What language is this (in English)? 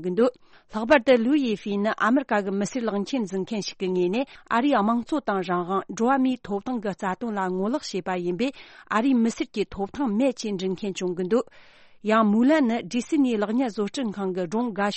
Tibetan